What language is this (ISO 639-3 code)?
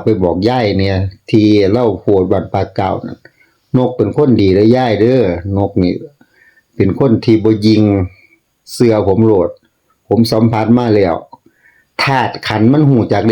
tts